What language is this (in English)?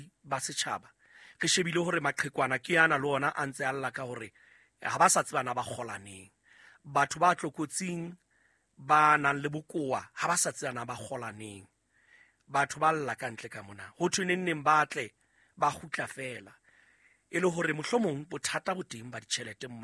Southern Sotho